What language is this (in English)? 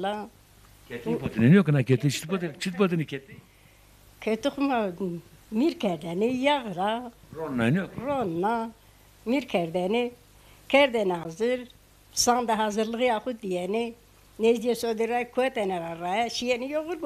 Zaza